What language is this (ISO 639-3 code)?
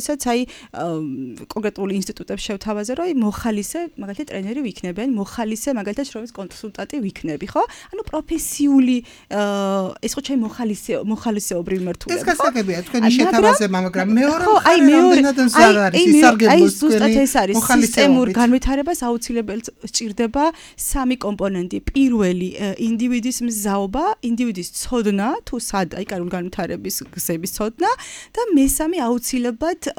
kat